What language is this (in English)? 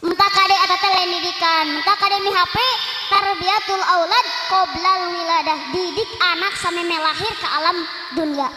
Sundanese